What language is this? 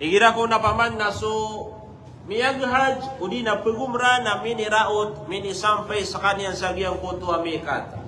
Maranao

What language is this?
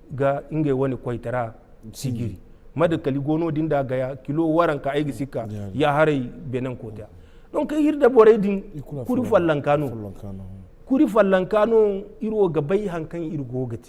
Zarma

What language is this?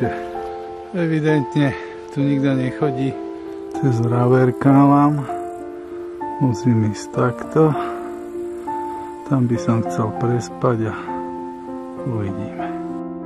Slovak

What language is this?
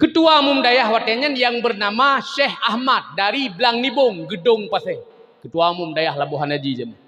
Achinese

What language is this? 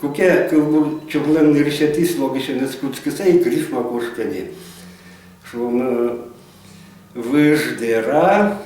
Udmurt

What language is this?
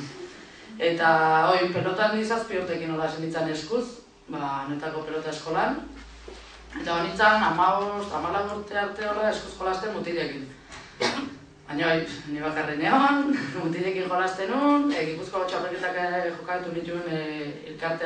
Basque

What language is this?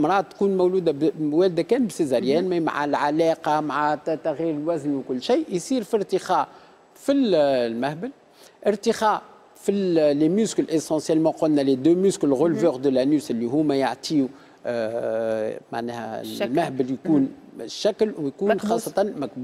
Tunisian Arabic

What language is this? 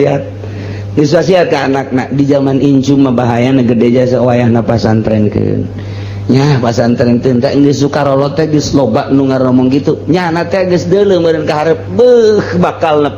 Sundanese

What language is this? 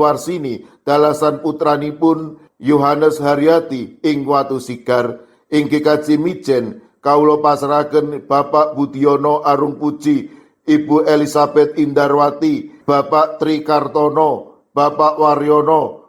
Javanese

